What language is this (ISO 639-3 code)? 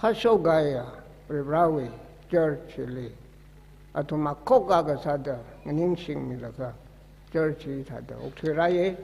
nmf